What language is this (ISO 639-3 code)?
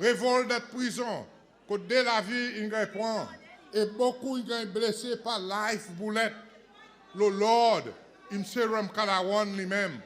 crs